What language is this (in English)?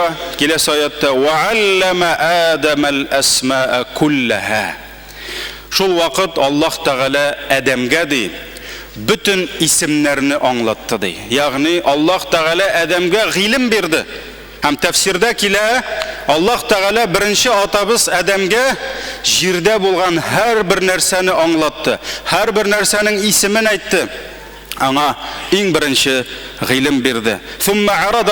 Tatar